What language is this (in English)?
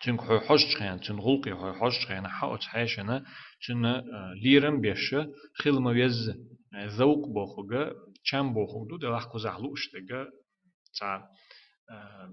Chechen